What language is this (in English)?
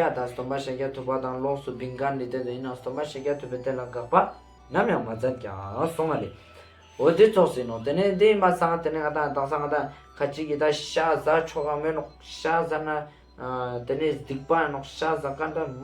Ladakhi